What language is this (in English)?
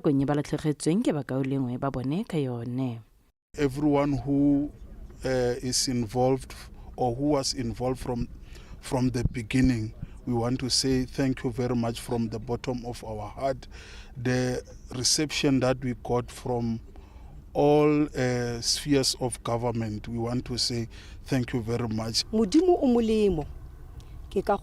Tswana